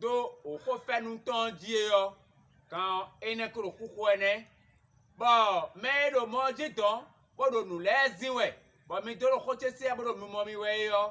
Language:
Fon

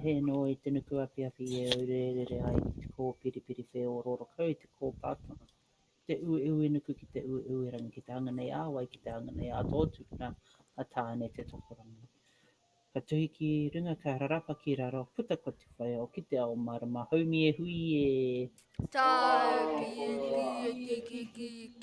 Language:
Māori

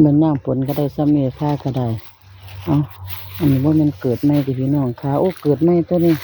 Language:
Northeastern Thai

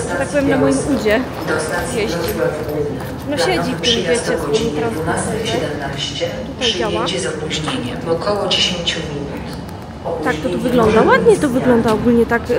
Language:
Polish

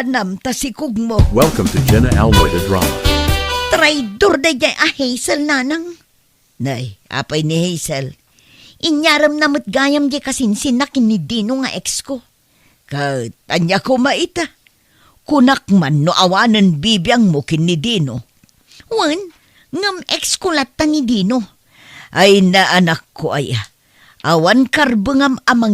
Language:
Iloko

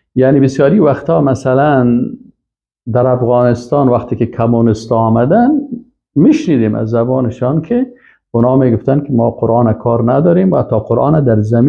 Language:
Persian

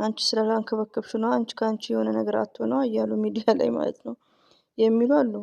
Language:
Amharic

